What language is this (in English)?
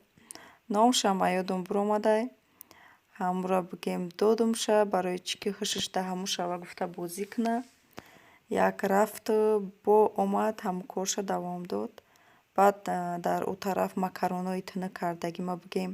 Tajik